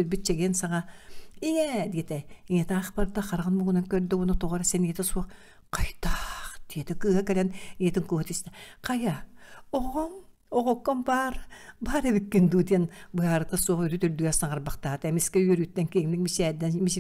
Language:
Yakut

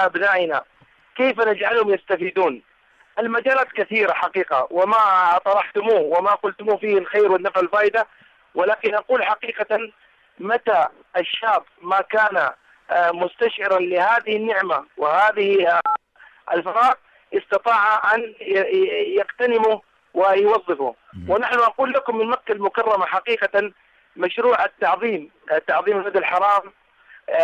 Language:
Arabic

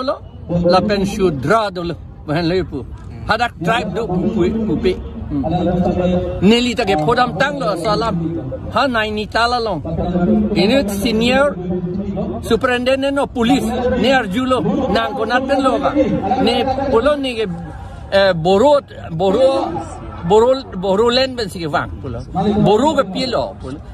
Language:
Karbi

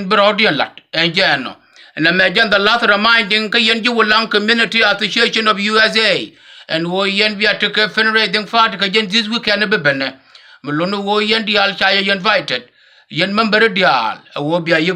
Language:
Nuer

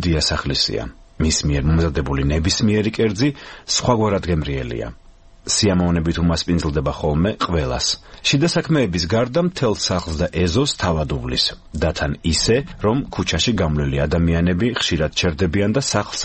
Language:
Georgian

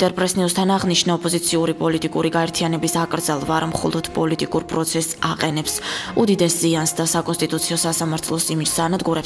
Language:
Georgian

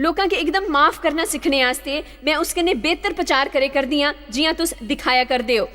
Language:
Dogri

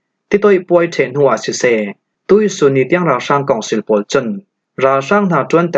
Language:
Falam Chin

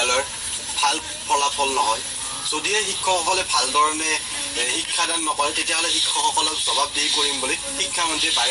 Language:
Assamese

